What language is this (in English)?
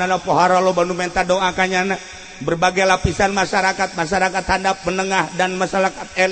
Sundanese